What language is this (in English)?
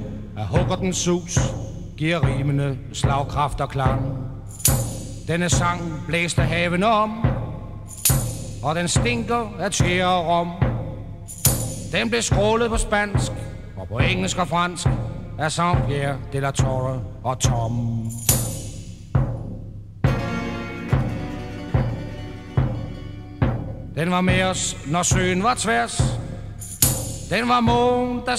Danish